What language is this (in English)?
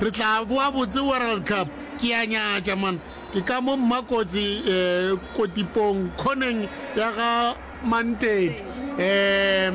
Northern Sotho